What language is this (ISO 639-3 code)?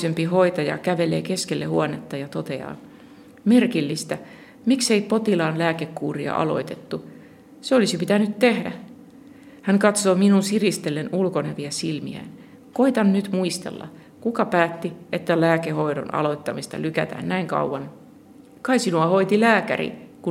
fin